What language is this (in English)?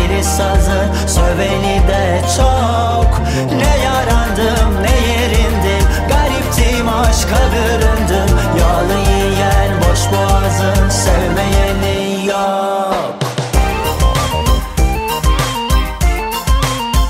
Turkish